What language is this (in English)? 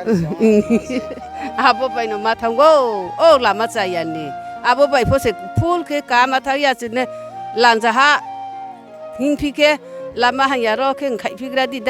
Riang (India)